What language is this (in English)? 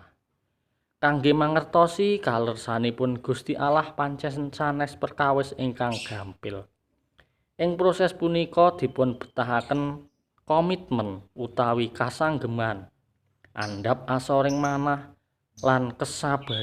Javanese